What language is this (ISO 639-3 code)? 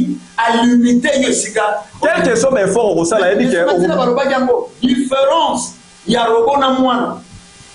lin